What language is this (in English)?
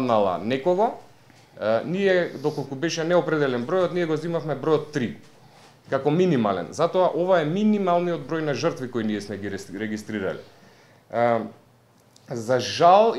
Macedonian